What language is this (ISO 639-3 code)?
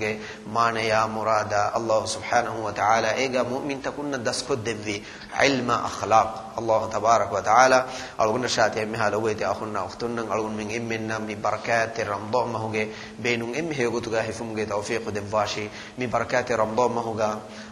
div